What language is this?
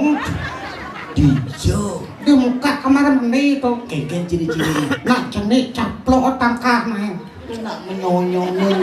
Balinese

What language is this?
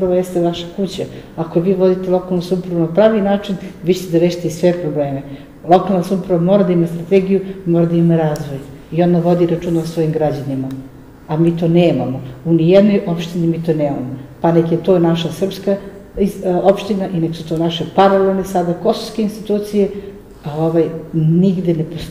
Serbian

